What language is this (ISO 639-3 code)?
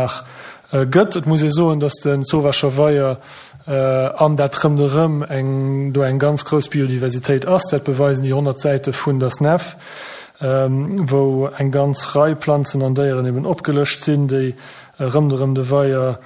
ltz